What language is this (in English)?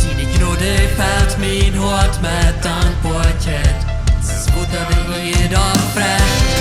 Plautdietsch